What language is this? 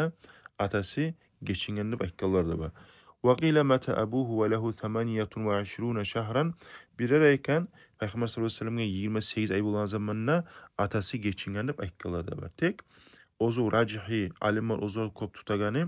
Kumyk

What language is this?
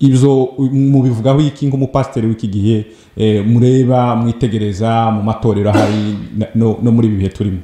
Kinyarwanda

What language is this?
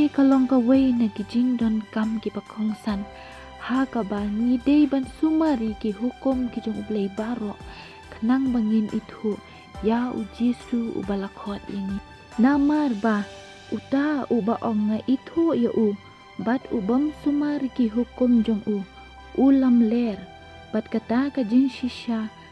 Khasi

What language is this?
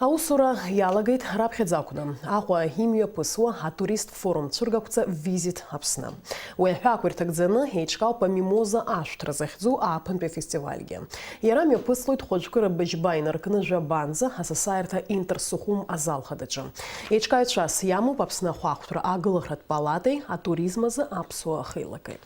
Abkhazian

